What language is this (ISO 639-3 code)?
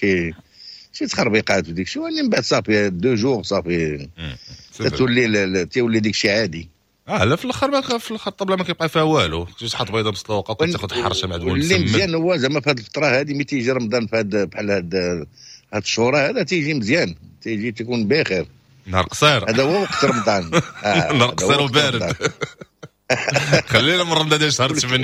ary